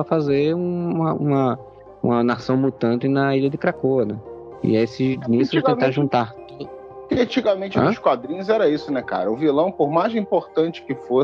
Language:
Portuguese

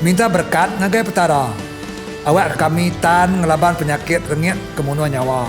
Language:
Iban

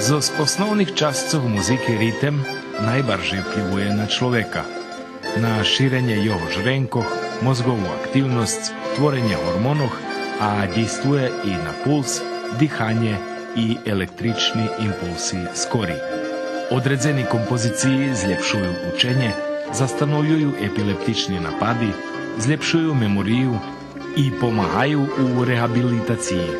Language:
Rusyn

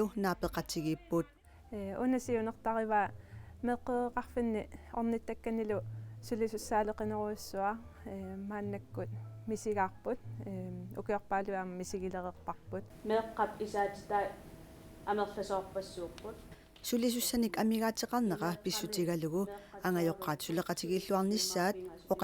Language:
Kalaallisut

